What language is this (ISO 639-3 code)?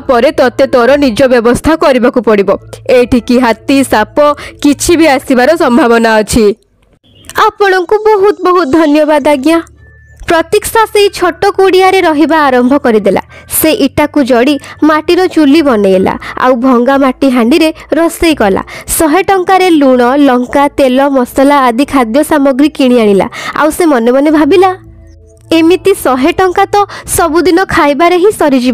ori